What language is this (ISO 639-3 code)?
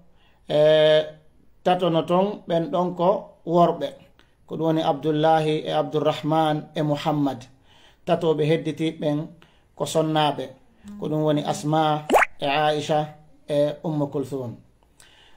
ful